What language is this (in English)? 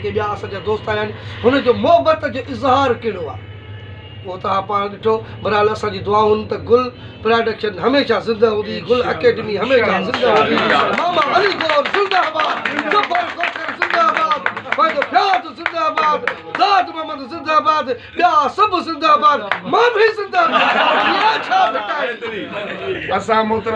Sindhi